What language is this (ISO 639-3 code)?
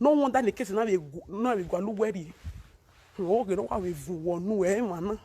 pcm